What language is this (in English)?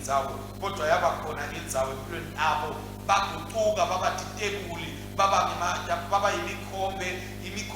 Swati